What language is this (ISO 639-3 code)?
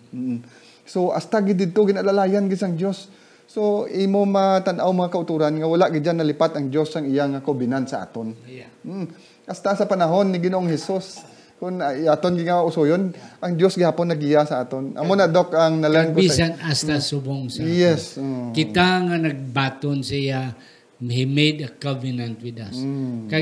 hil